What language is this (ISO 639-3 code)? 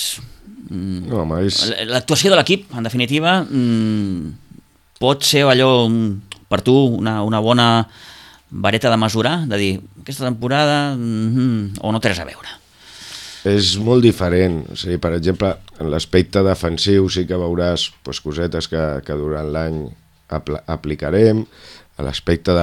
cat